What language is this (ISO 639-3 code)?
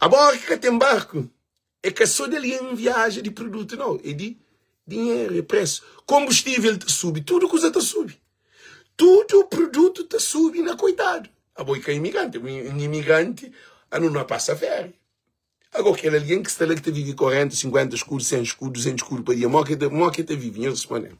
kea